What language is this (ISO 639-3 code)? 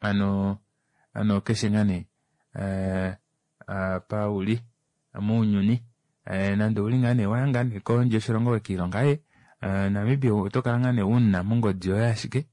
kua